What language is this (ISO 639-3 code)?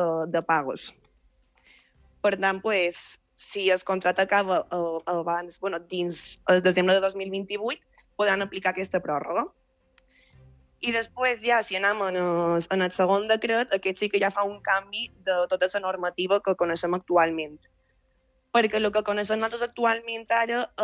cat